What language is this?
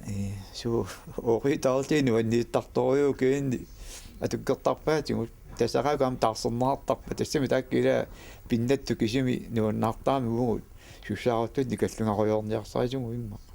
Kalaallisut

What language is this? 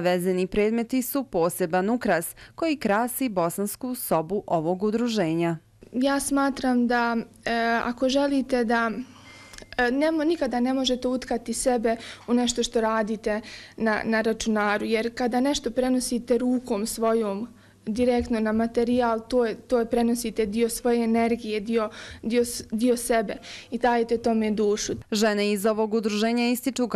Bosnian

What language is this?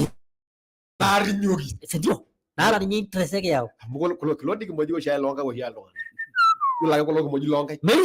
Masai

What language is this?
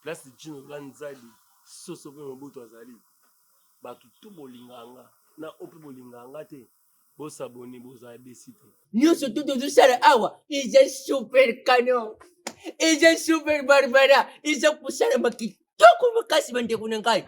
Lingala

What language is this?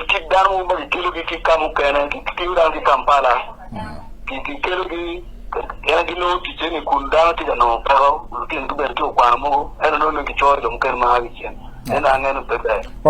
Acoli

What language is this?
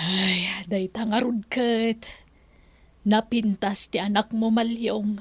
Iloko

